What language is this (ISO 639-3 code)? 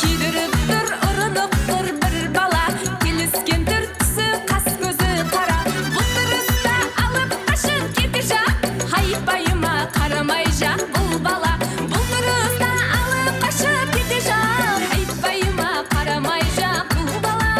kaa